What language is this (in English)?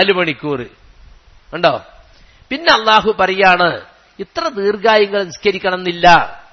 Malayalam